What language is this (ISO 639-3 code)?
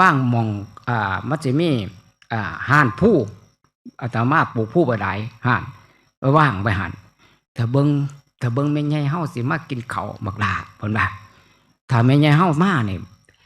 tts